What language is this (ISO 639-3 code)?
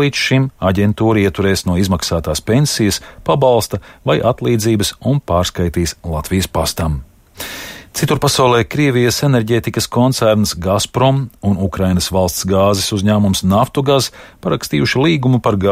lav